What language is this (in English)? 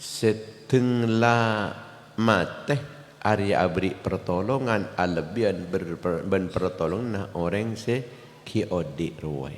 Madurese